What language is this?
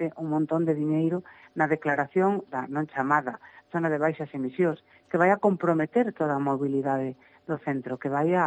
Galician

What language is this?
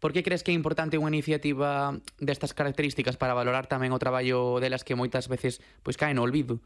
Galician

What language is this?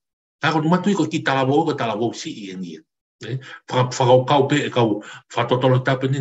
Tongan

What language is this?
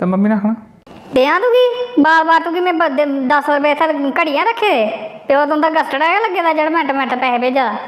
Dogri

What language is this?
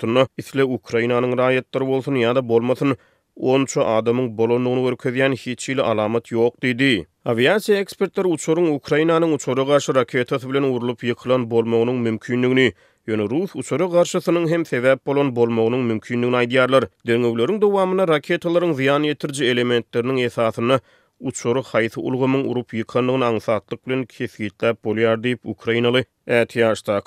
Turkmen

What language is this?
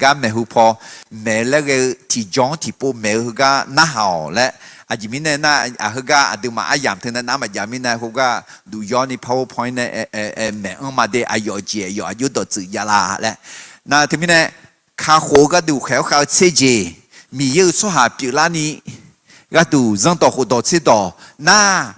Akha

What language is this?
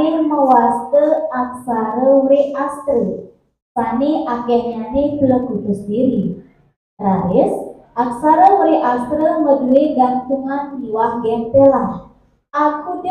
Balinese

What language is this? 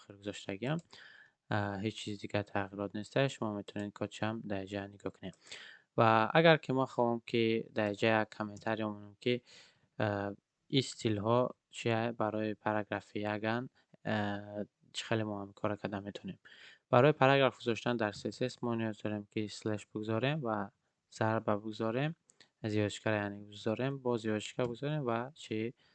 Tajik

